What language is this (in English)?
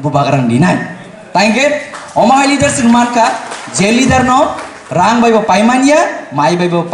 Kok Borok